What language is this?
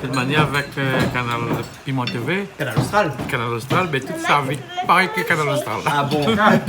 Réunion Creole French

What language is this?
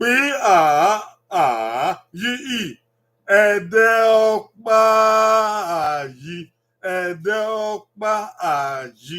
Bini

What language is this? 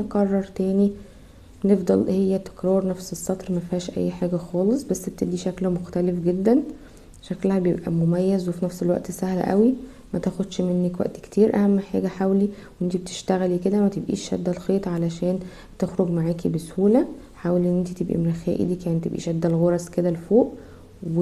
Egyptian Arabic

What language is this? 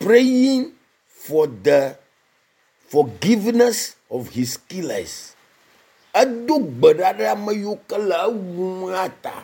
Ewe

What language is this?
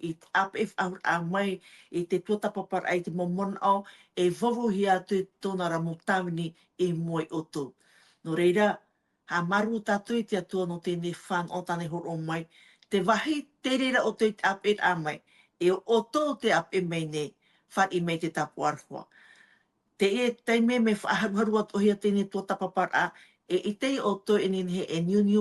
Tahitian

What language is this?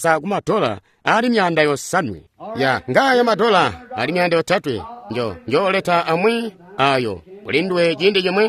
Tonga (Zambia)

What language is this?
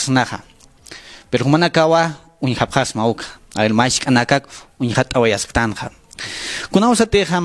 Aymara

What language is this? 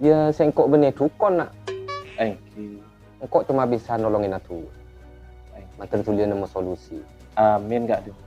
Madurese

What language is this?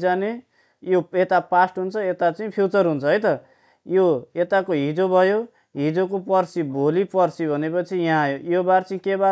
Nepali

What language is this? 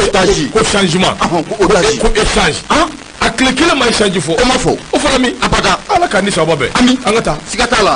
Bambara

